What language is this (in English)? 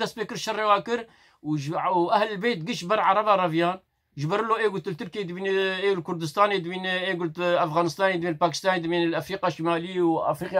Kurdish